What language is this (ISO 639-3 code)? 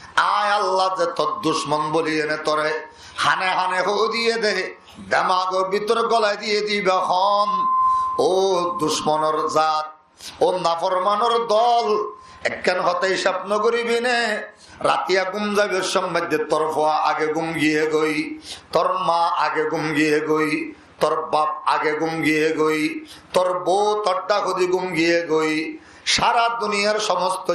rhg